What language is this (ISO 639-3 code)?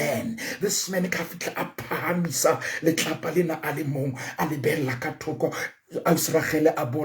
sot